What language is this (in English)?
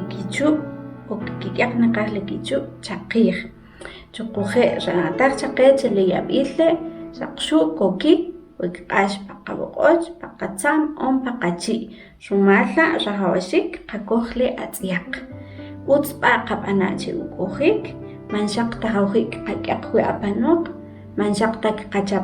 Kʼicheʼ